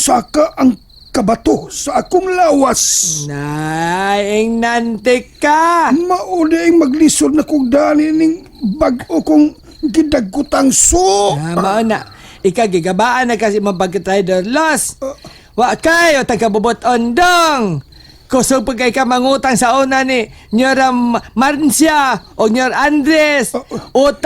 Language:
Cebuano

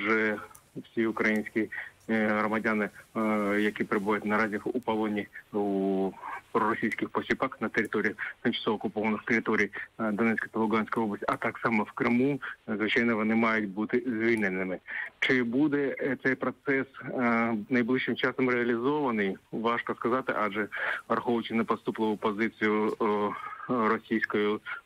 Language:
Ukrainian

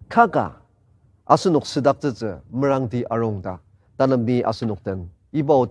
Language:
Ao Naga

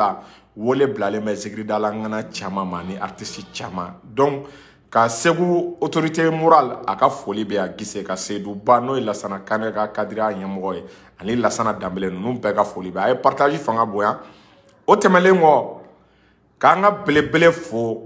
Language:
Bambara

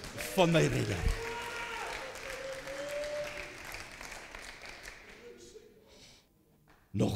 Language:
Afrikaans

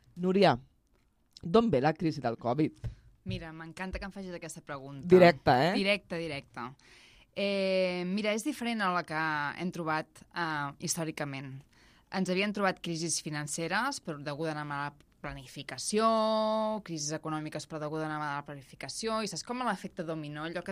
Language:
Catalan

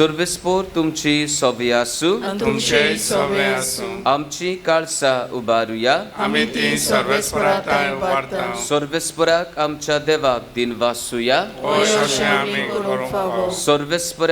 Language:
Konkani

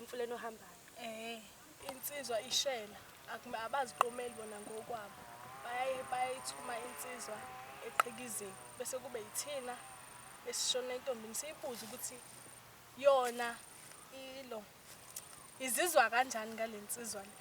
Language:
Zulu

